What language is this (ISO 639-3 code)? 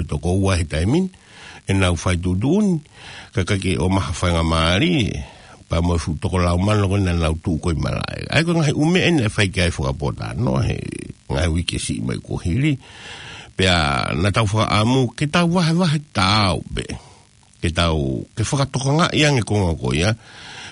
ton